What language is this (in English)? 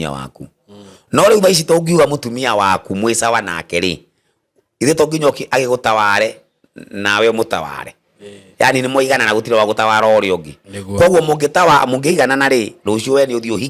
Kikuyu